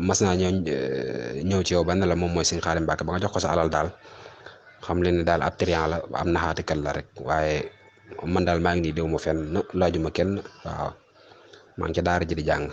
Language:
Wolof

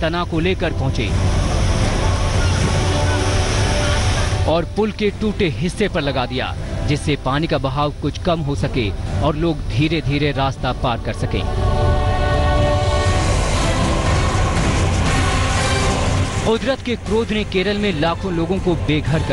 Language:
Hindi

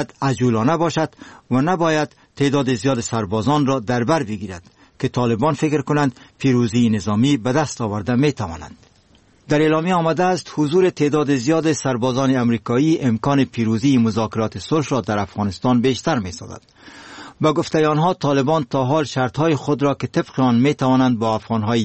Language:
Persian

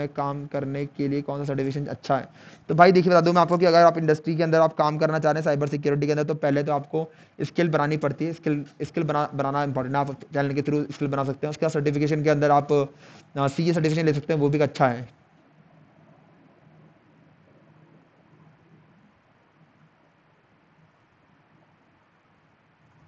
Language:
Hindi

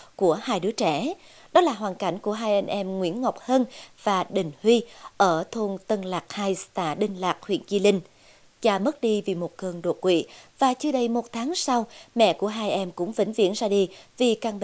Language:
Vietnamese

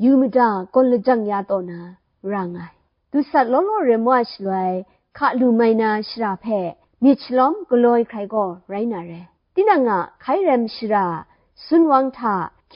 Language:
Kachin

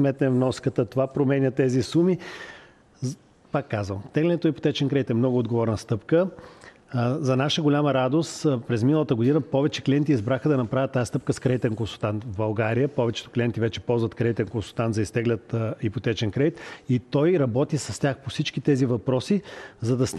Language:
Bulgarian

